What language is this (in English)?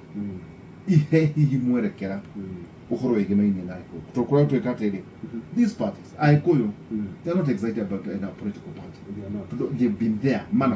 Kikuyu